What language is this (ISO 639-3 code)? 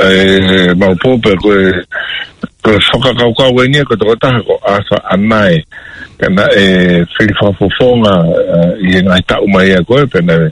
ton